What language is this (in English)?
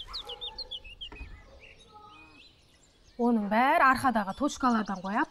Kazakh